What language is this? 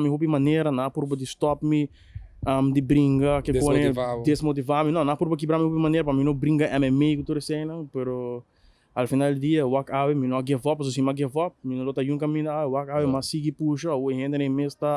Papiamento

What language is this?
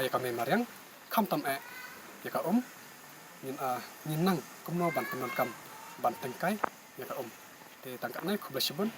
Khasi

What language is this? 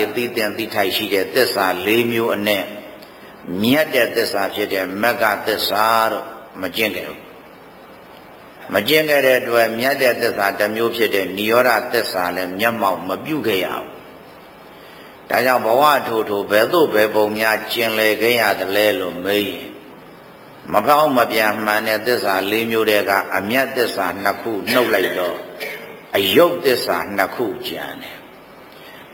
Burmese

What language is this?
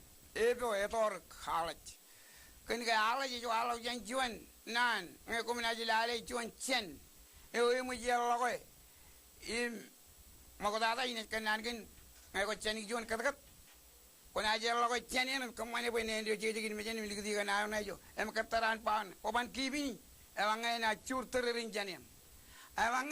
Marshallese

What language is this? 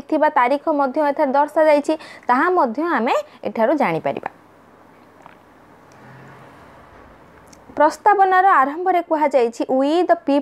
Odia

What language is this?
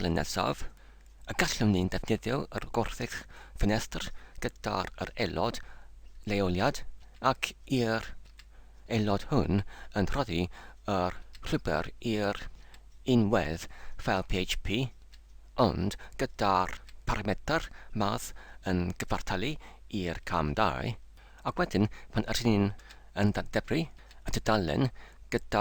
Welsh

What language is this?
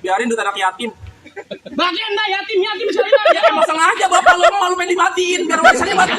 Betawi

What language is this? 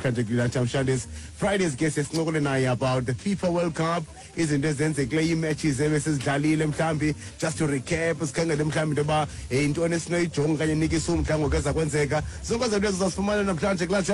Xhosa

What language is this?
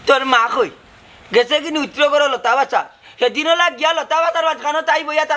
Sylheti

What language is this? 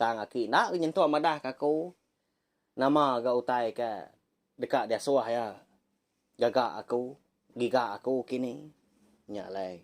Iban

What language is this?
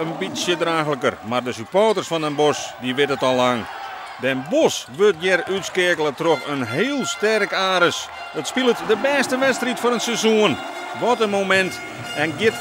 Western Frisian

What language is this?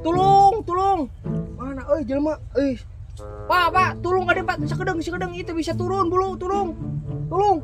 Sundanese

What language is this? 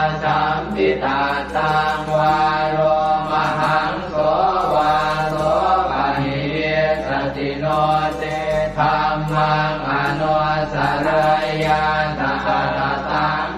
Pali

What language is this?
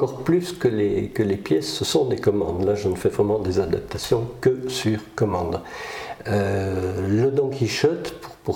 French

